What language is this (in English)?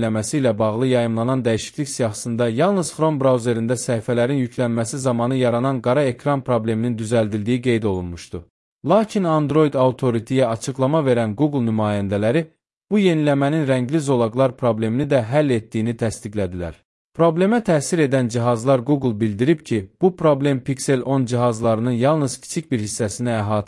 Azerbaijani